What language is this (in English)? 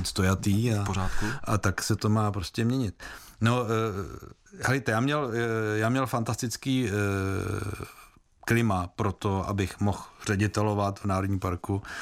Czech